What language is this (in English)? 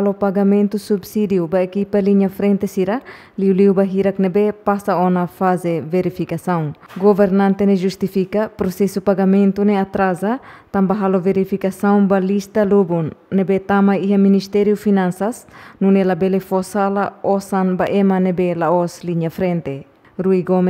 Tetum